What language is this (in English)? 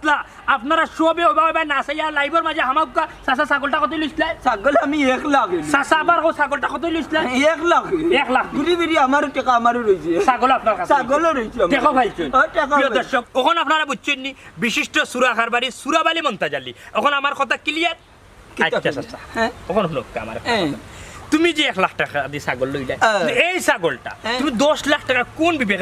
Sylheti